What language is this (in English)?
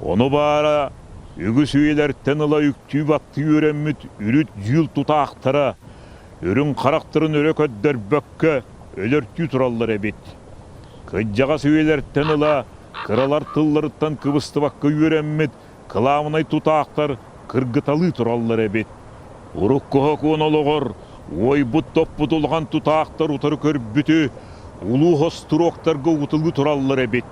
Yakut